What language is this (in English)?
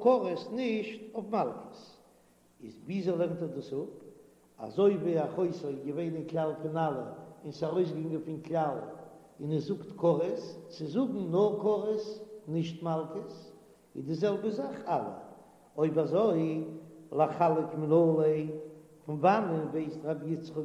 Yiddish